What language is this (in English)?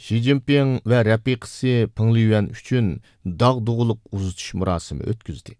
Uyghur